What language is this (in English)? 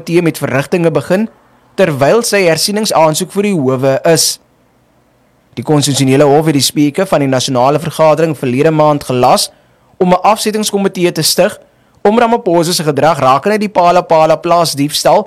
Afrikaans